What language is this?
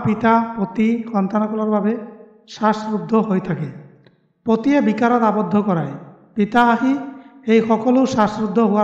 Assamese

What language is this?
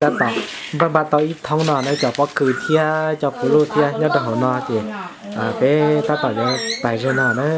Hmong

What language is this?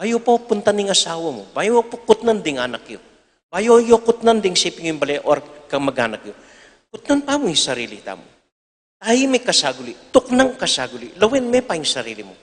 Pampanga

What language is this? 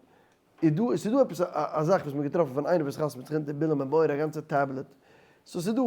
Yiddish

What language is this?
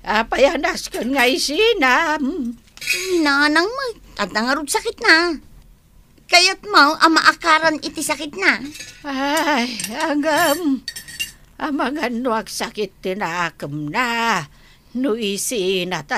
Iloko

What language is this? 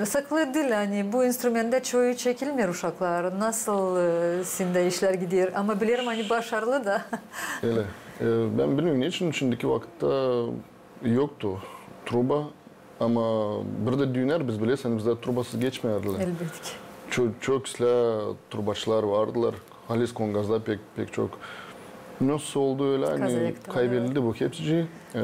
Gagauz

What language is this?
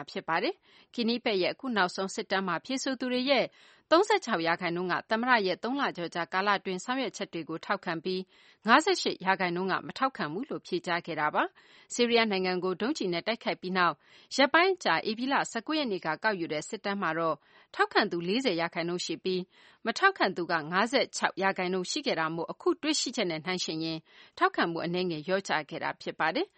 Burmese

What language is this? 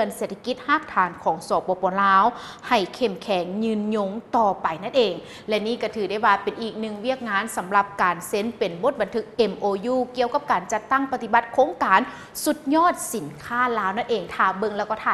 Lao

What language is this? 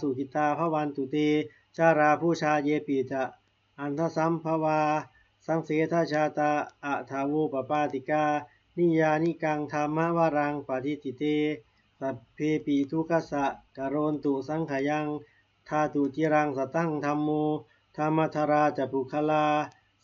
Pali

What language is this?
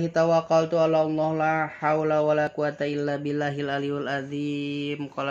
Sundanese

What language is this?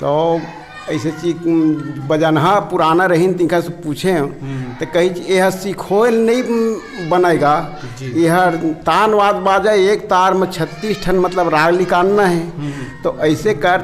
Chhattisgarhi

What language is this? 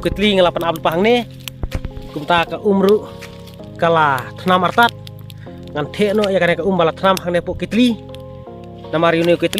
Khasi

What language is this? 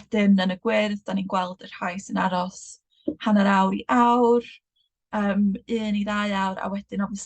Welsh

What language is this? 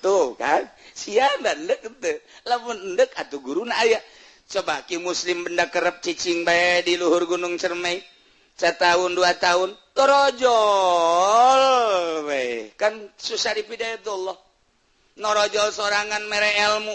Sundanese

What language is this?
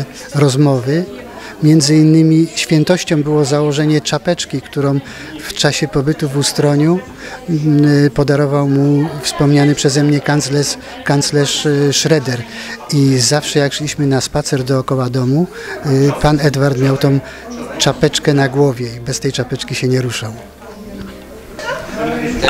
Polish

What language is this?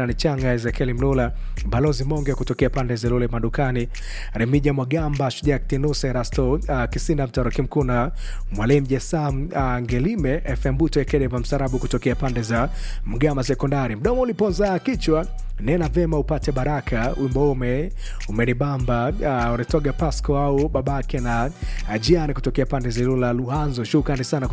Swahili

